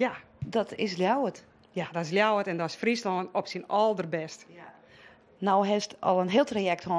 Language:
Western Frisian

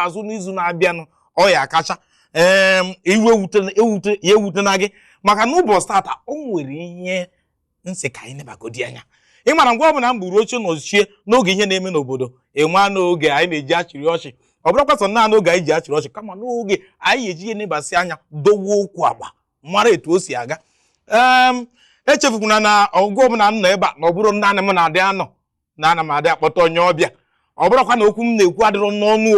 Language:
Igbo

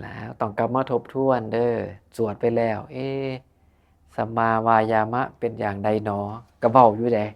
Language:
Northeastern Thai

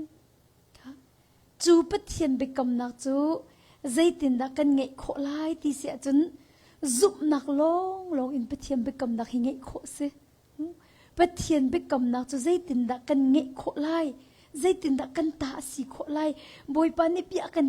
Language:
Hakha Chin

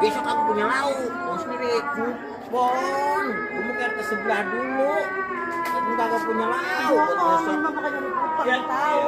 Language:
Betawi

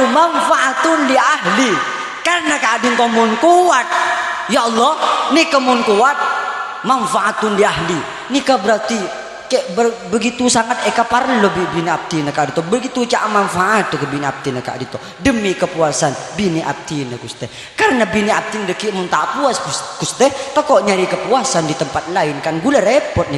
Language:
Madurese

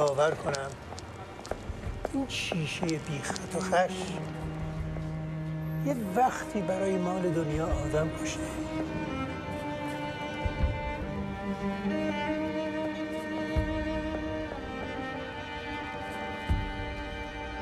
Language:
Persian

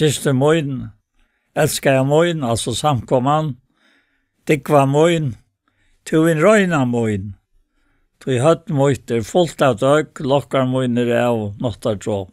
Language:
Faroese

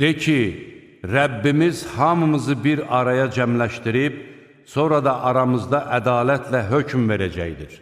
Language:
Azerbaijani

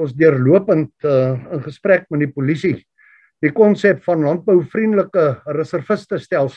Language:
Afrikaans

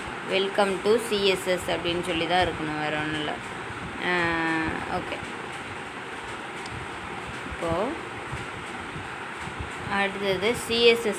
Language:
Tamil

